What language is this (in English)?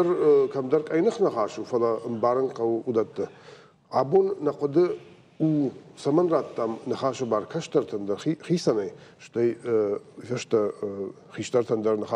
Ossetic